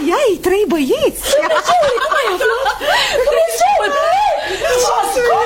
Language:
Romanian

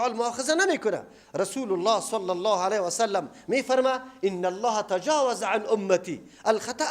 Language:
Persian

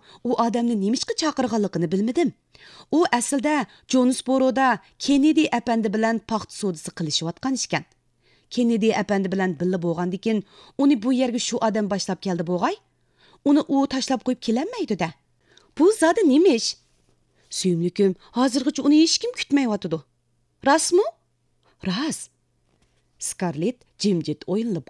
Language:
Uyghur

